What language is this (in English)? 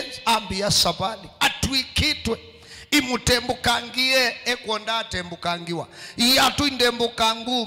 Kamba